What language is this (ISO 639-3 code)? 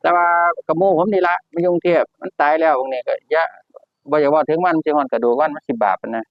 tts